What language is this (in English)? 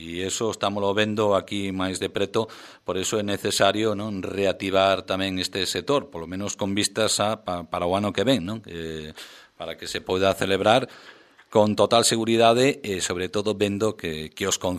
Galician